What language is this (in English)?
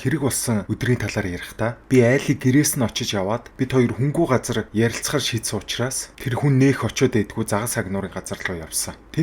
Mongolian